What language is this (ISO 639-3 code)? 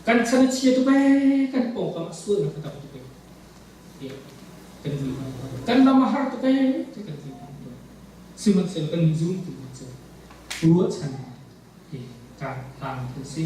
cnh